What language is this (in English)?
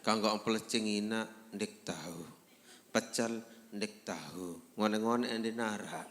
Sasak